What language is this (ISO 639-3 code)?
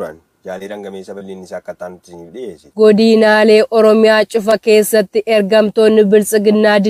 orm